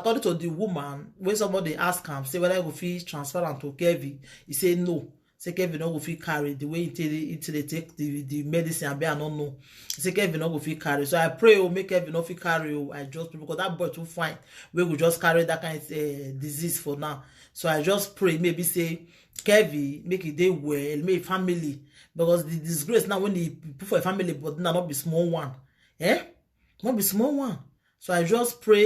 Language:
Nigerian Pidgin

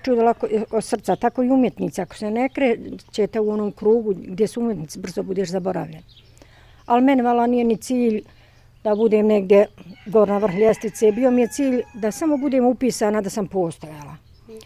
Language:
Bosnian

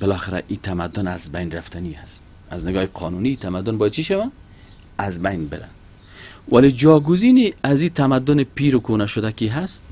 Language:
Persian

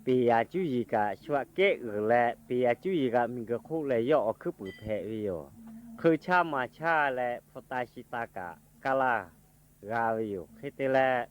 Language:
Lahu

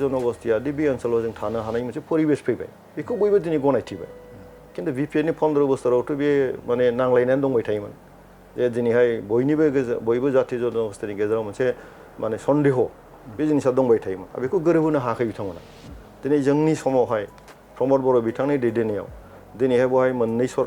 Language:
Bodo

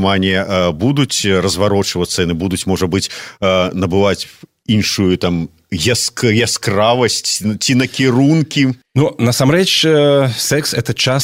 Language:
Belarusian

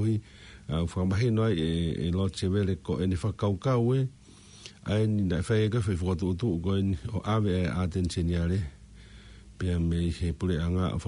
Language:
Tongan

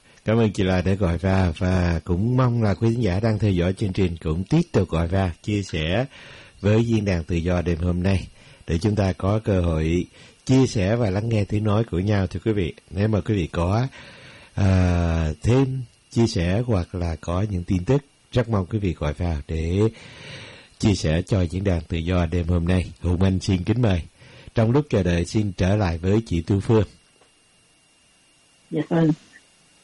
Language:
Vietnamese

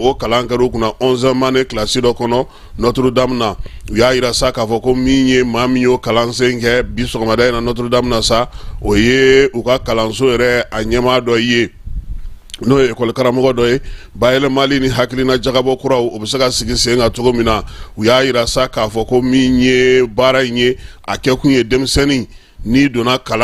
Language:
Bambara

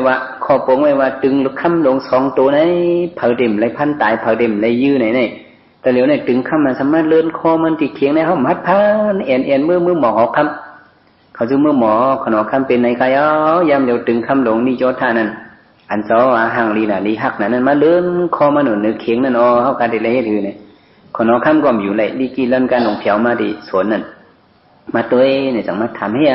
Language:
Shan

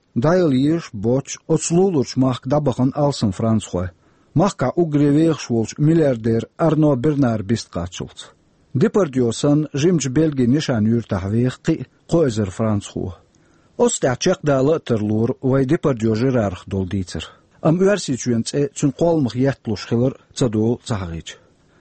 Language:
Chechen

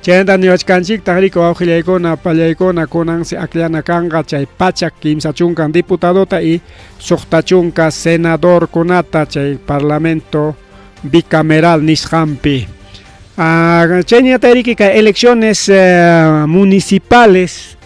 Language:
Ayacucho Quechua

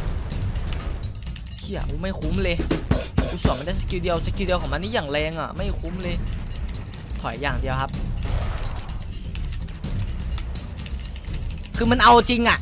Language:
Thai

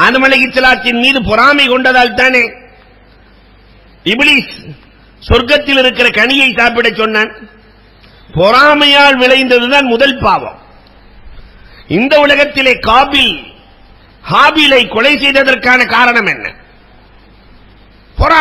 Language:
Tamil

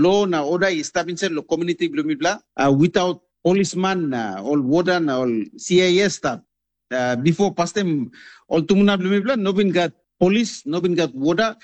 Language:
Tok Pisin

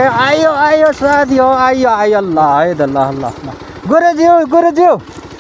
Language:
Nepali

